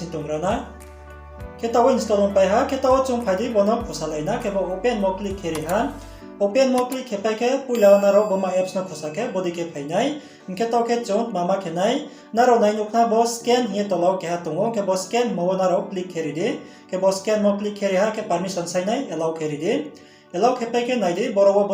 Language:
Riang (India)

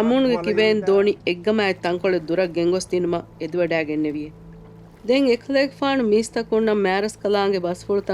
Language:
Divehi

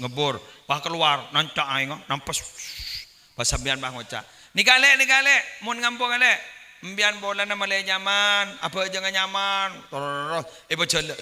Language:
Madurese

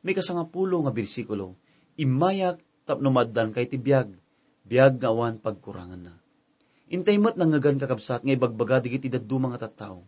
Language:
Iloko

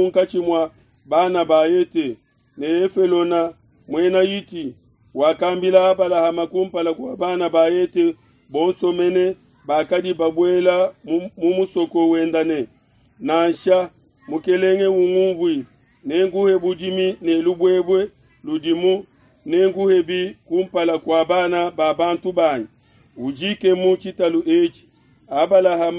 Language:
Luba-Lulua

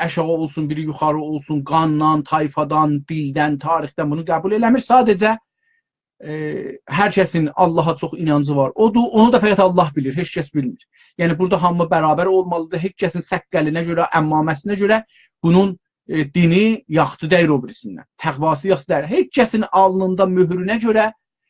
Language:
South Azerbaijani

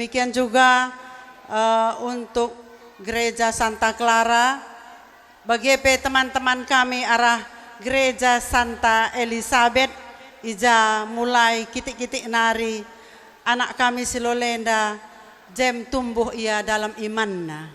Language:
Batak Karo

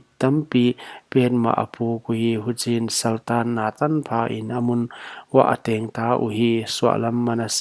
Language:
Paite Chin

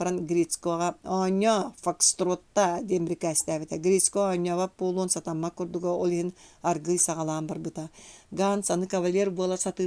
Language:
Yakut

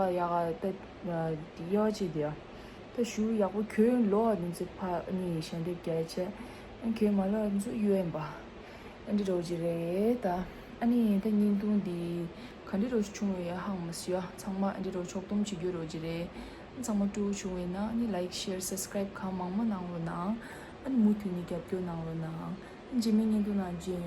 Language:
Tibetan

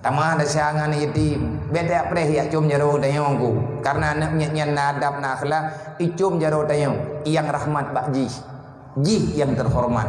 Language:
Achinese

